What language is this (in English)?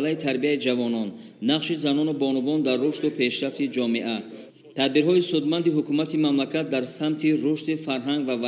Tajik